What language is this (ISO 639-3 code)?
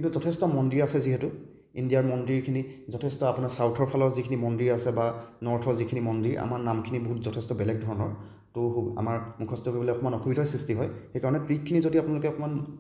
asm